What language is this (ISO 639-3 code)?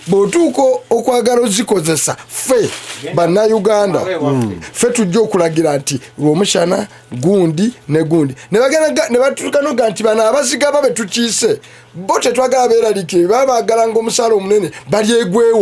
lug